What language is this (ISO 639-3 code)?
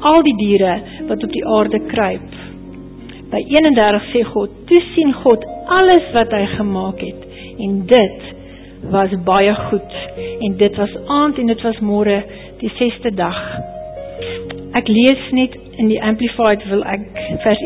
afr